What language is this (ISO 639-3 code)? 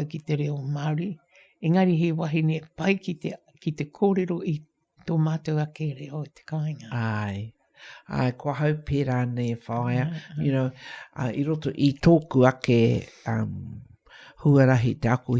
mri